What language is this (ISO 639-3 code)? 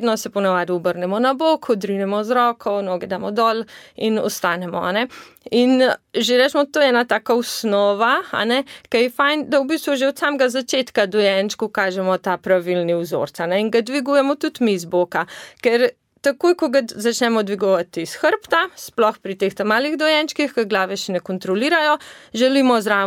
slv